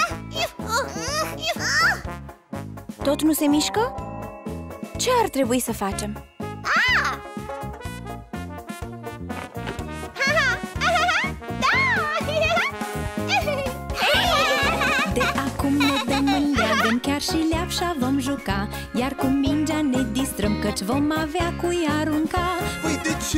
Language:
Romanian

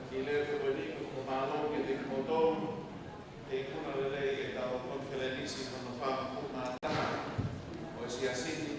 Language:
Tongan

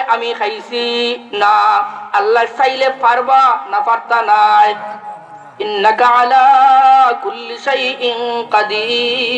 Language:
Sylheti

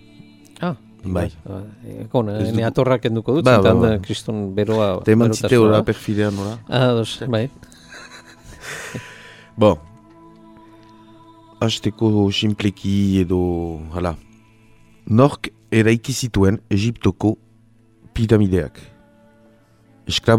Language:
Basque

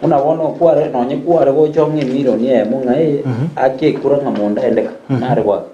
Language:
Gusii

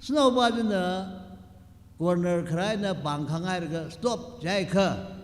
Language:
Tangkhul Naga (India)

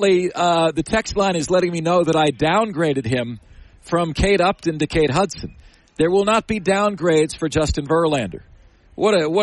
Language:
English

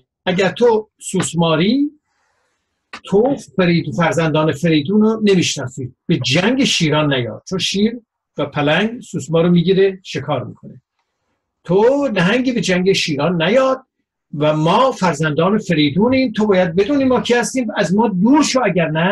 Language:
Persian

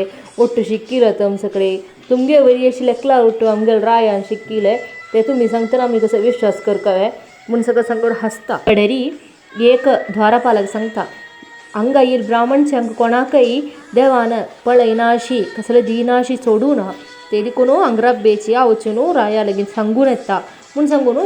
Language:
Konkani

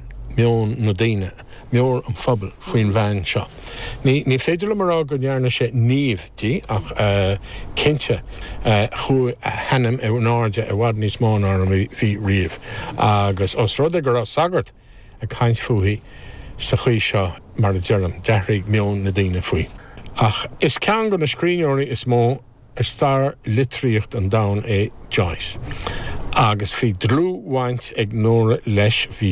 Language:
Irish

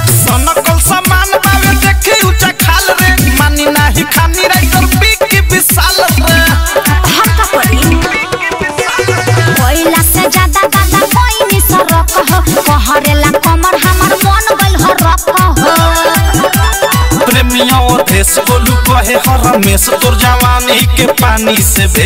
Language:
Bhojpuri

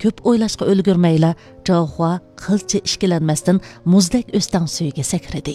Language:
Uyghur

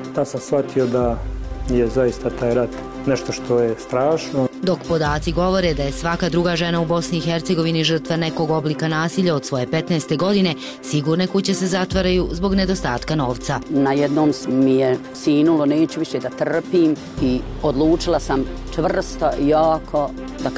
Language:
Bosnian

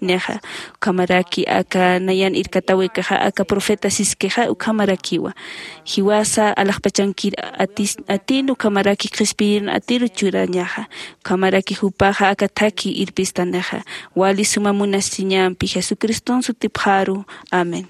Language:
Aymara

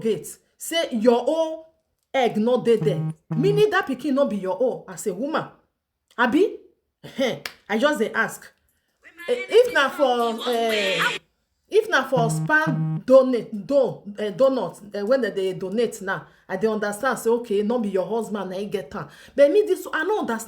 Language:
Nigerian Pidgin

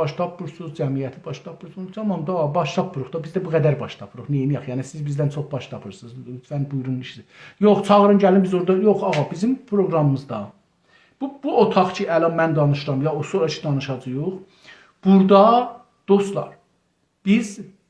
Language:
South Azerbaijani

